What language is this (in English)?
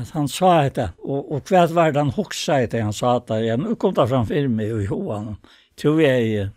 Faroese